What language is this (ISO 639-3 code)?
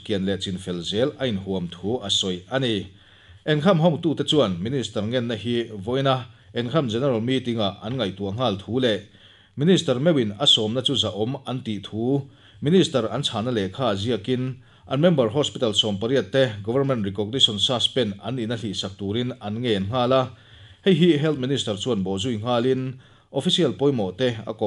lus